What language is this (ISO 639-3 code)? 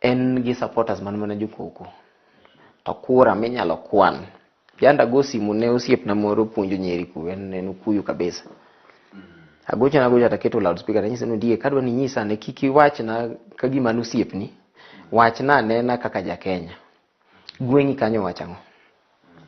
luo